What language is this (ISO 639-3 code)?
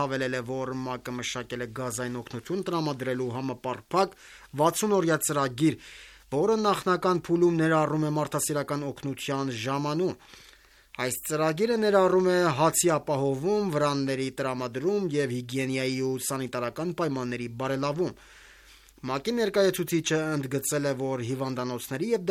hye